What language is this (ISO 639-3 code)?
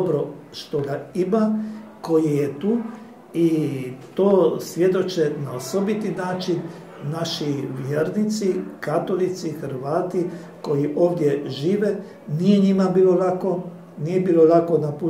hrv